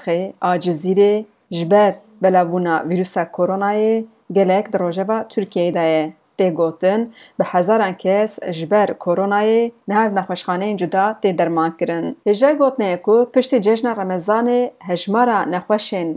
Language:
Kurdish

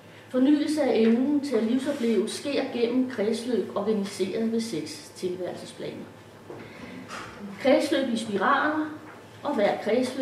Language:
Danish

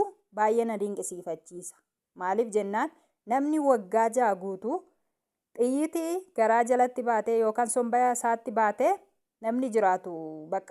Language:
Oromo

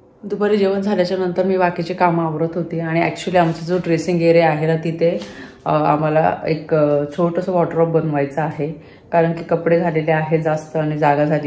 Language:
Marathi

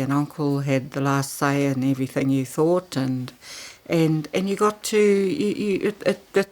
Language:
Māori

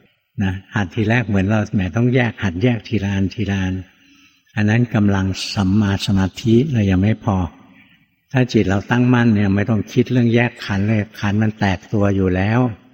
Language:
Thai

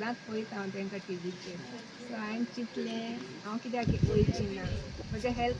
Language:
Konkani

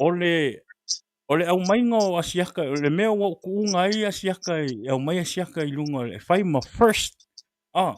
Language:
Samoan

